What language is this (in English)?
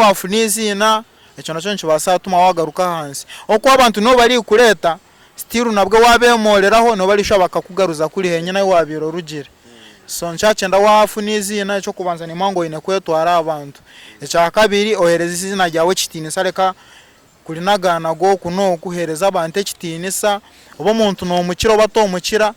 Nyankole